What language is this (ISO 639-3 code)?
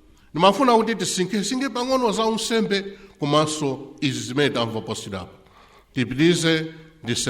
nya